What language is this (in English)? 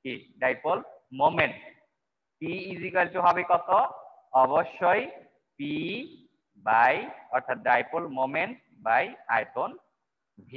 Bangla